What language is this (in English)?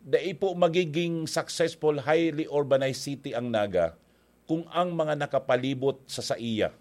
Bikol